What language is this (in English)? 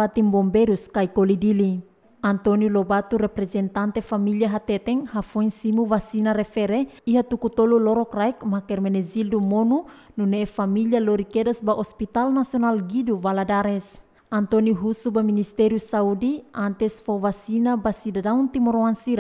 Tetum